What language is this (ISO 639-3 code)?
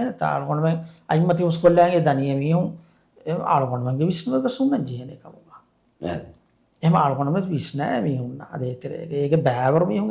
div